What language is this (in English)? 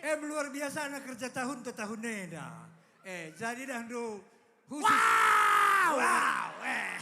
Batak Karo